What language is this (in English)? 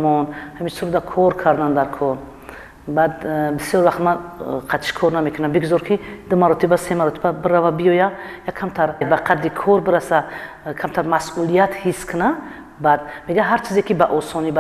Tajik